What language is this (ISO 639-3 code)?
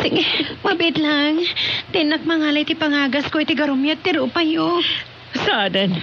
ilo